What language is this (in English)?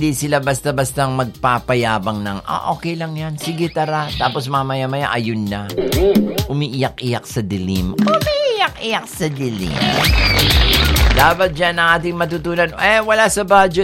Filipino